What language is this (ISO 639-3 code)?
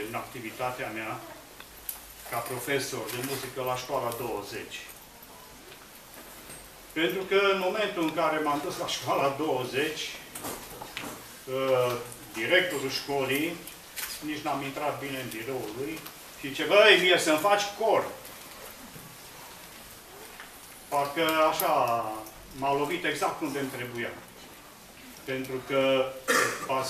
ron